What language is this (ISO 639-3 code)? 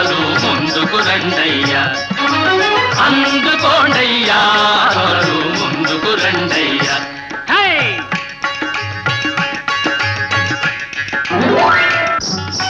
tel